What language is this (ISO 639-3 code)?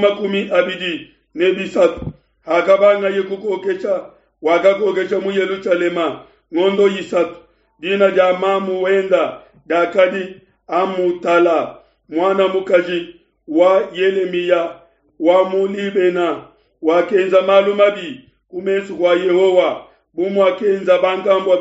lua